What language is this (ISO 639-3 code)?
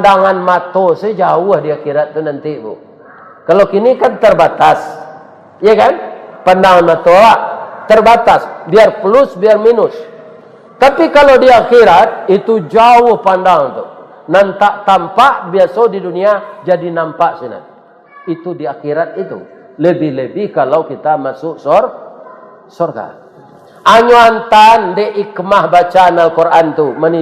min